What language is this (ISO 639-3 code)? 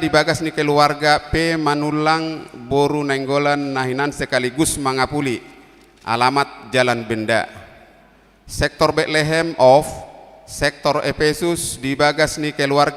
bbc